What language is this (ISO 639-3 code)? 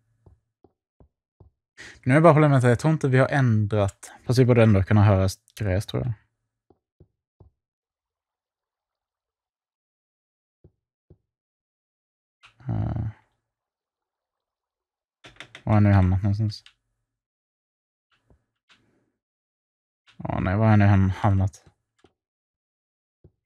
swe